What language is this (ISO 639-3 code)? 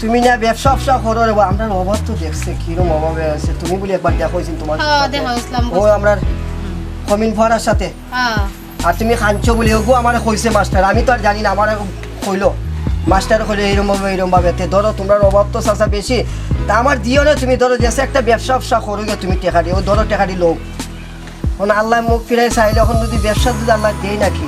syl